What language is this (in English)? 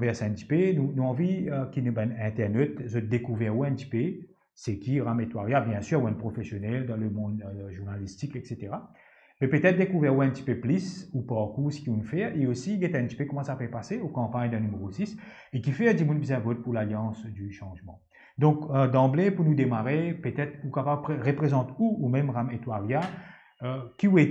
Morisyen